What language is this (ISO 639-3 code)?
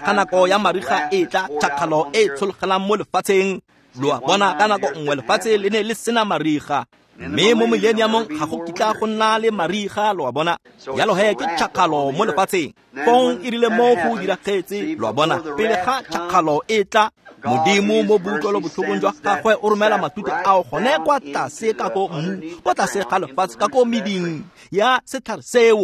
tsn